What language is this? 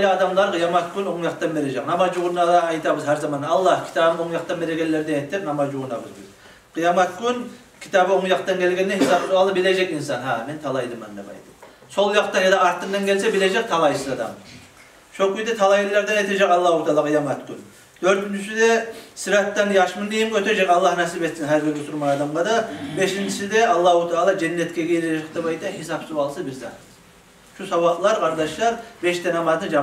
Kumyk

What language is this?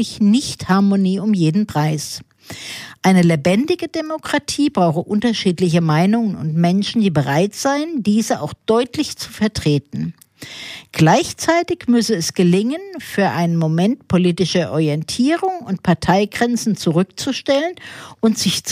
German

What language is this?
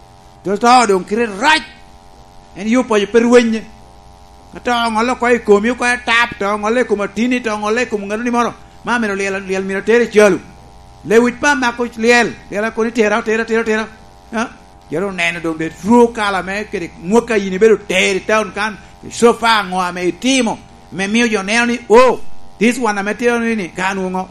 Lango (Uganda)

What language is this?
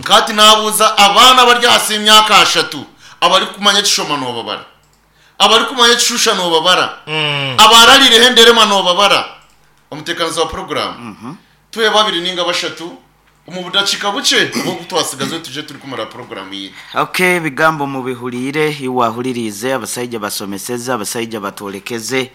Nyankole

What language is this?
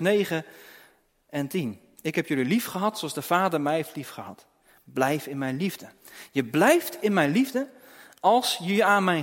Dutch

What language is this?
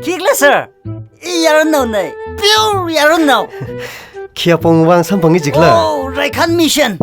Tangkhul Naga (India)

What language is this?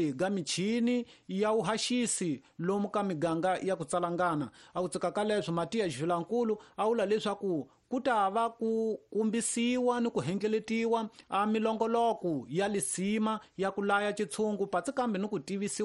Tsonga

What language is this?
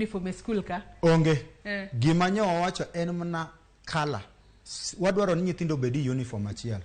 Luo (Kenya and Tanzania)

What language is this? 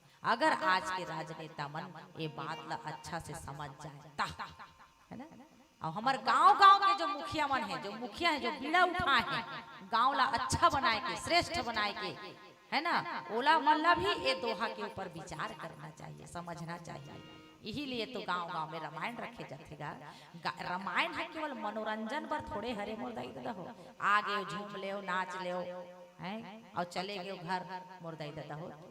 Chhattisgarhi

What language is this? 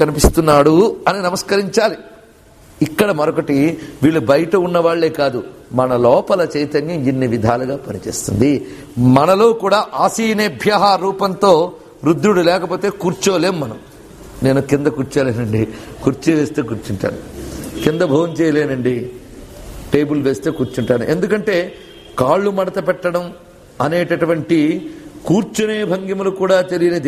Telugu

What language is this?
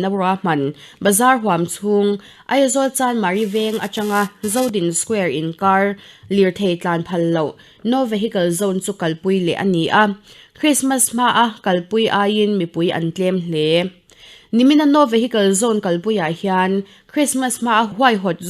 Mizo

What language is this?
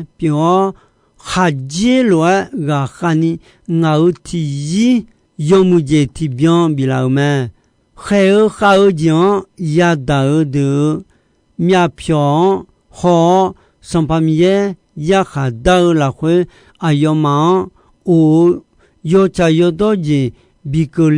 Akha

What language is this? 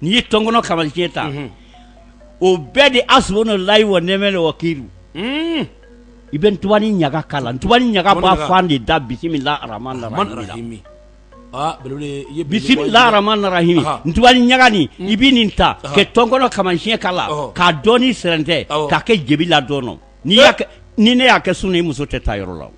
Bambara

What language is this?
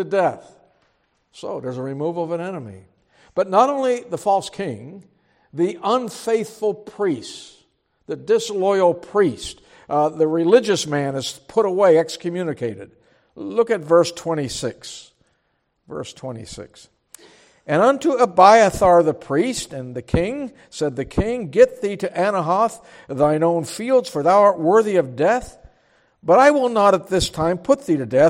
English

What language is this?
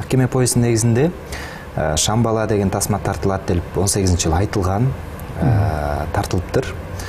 Kyrgyz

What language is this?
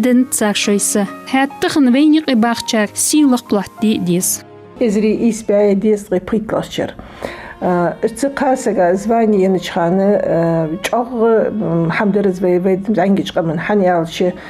Ingush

